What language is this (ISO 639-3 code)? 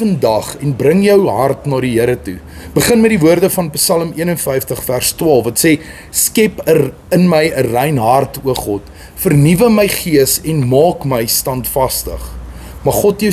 afr